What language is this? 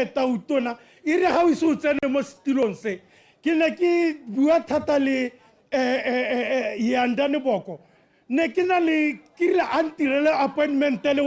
Tswana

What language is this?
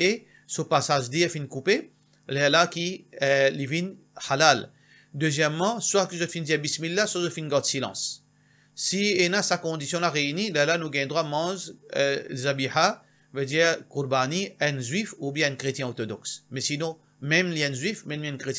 Morisyen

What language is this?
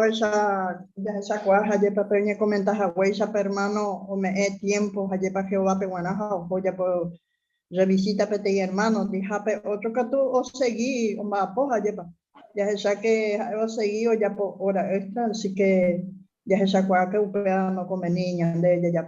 Guarani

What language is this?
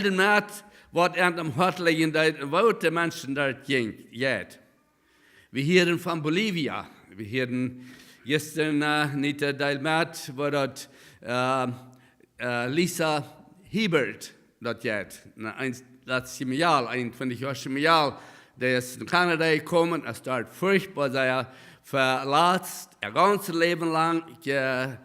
Plautdietsch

